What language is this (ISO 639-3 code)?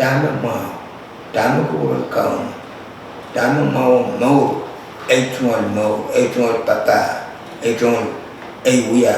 pon